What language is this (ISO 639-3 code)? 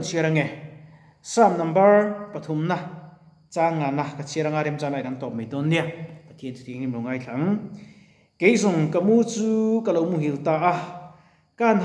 lus